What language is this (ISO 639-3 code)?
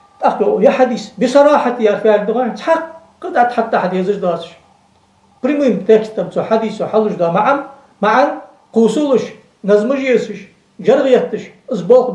inh